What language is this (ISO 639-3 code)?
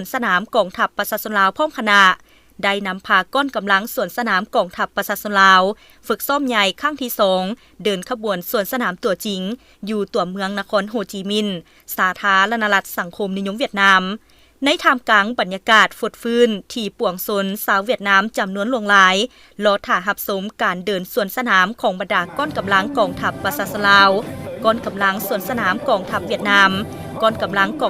lao